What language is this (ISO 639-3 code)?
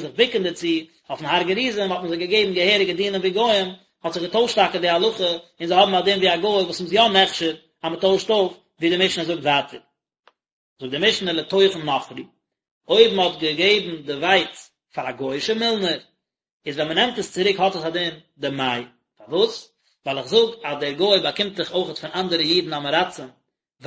yid